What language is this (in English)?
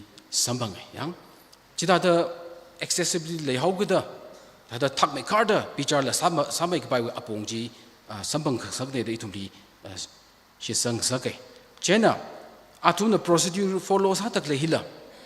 Tangkhul Naga (India)